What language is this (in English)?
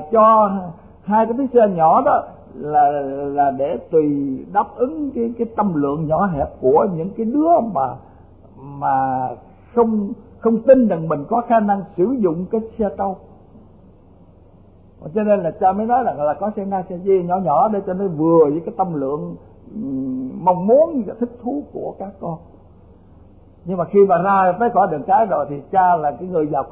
Vietnamese